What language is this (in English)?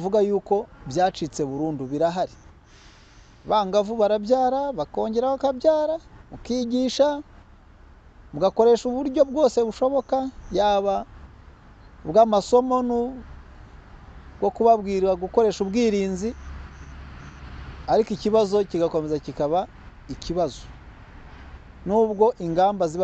Kinyarwanda